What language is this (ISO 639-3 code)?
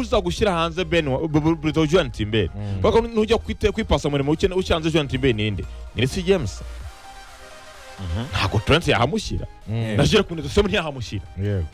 kin